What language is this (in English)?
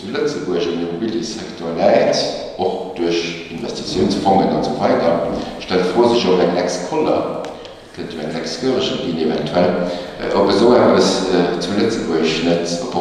Luxembourgish